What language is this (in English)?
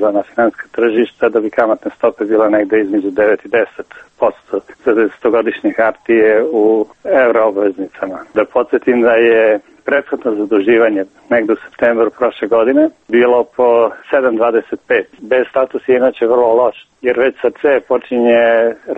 Serbian